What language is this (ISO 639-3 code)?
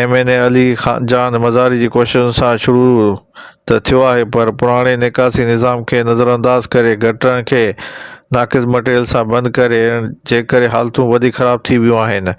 snd